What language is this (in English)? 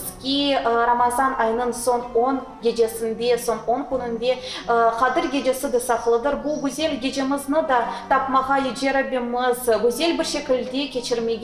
Crimean Tatar